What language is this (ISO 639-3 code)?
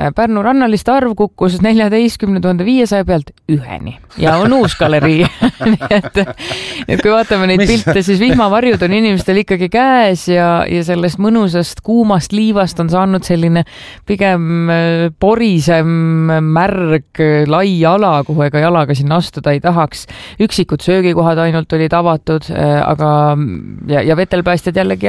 est